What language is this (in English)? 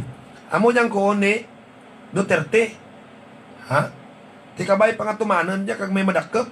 Hiligaynon